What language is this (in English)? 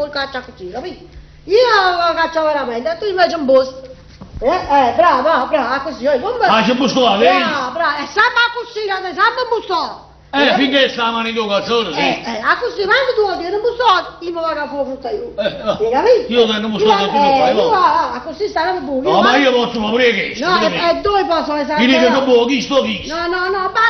Neapolitan